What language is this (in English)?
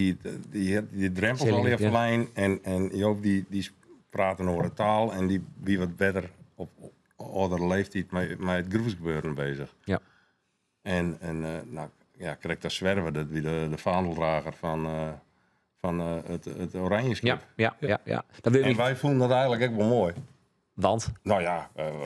Western Frisian